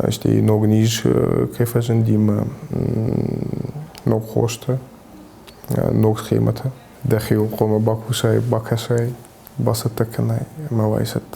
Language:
Ossetic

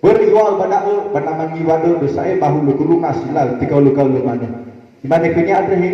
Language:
Nias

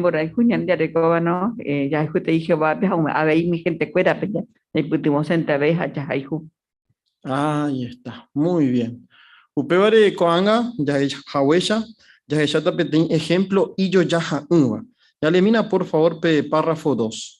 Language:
Guarani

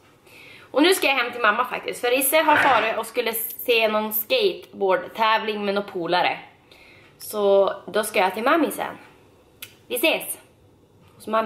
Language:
Swedish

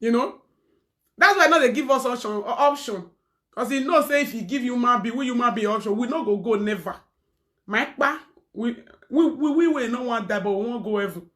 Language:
Nigerian Pidgin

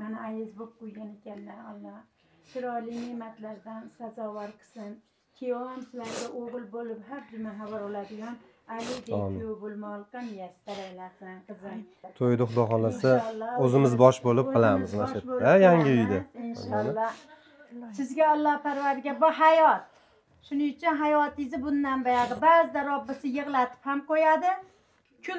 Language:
Uzbek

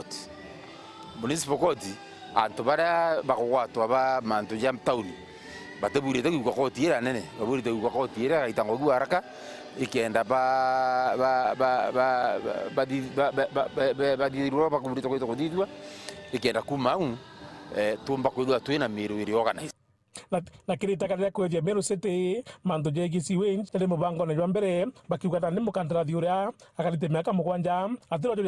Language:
Meru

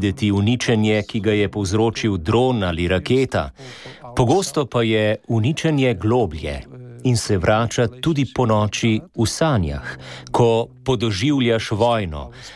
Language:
Slovenian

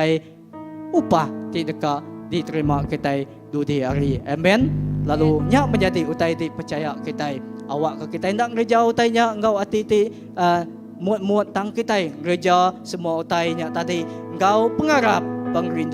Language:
Iban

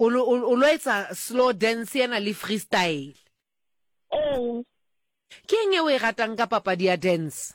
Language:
Southern Sotho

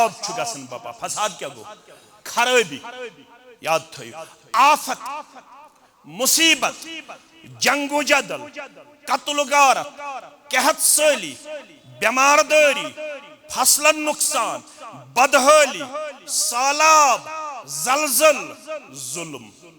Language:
Kashmiri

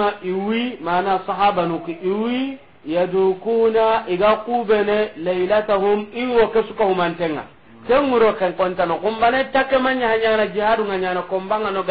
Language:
Soninke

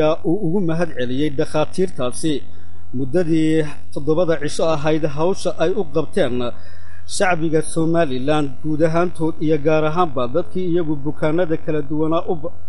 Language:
Somali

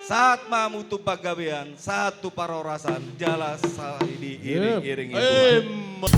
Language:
Batak Toba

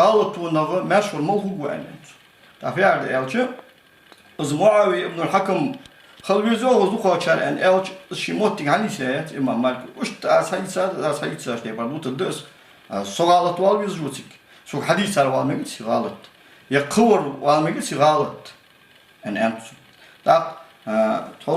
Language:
Ingush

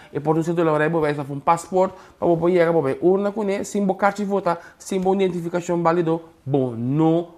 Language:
Papiamento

